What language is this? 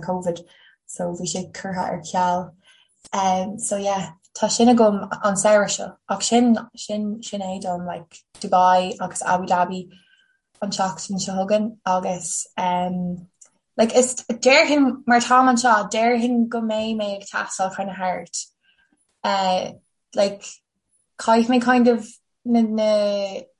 Irish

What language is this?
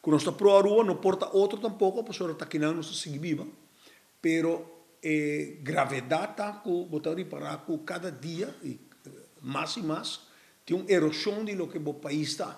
Papiamento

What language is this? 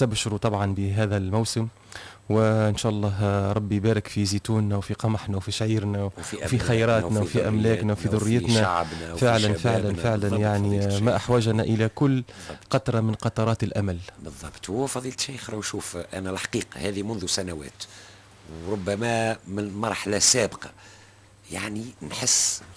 Tunisian Arabic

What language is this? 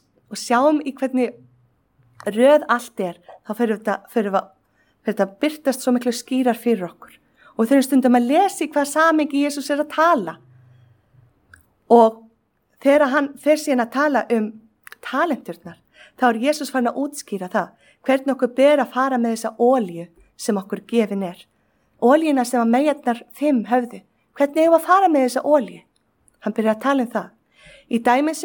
Icelandic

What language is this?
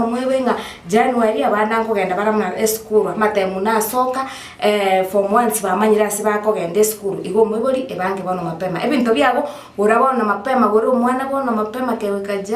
Gusii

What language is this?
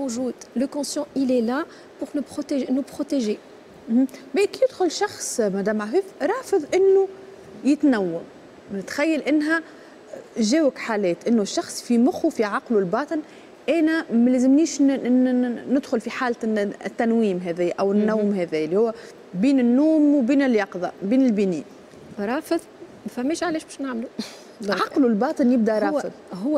Tunisian Arabic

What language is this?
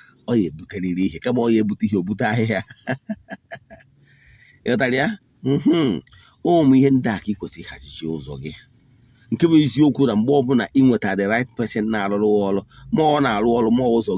Igbo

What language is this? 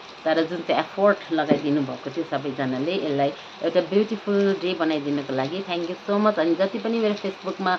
Nepali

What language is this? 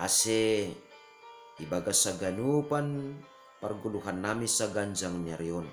Batak Simalungun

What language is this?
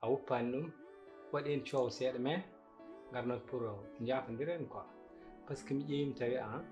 Fula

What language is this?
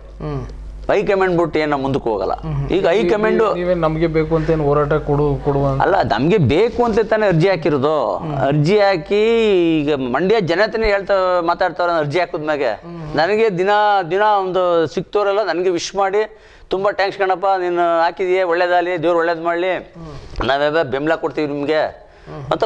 Kannada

